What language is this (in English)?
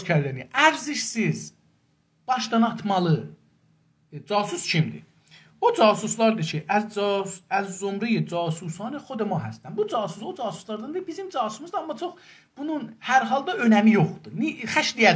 South Azerbaijani